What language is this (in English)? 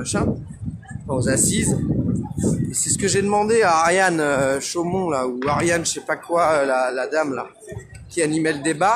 French